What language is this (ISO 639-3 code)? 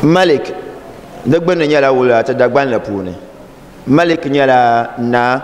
dag